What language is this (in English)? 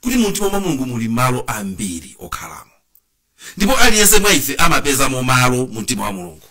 Nyanja